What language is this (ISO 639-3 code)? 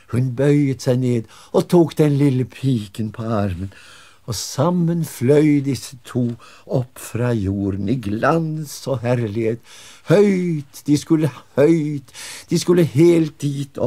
nor